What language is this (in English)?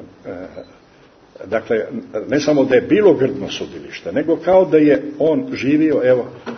Croatian